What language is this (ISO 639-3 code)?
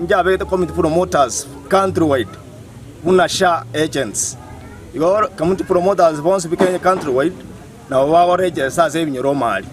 guz